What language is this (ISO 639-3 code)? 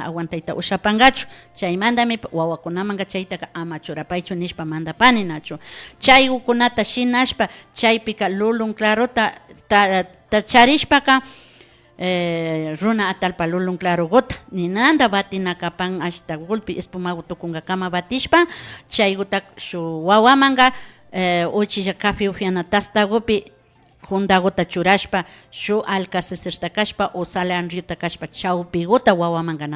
qvi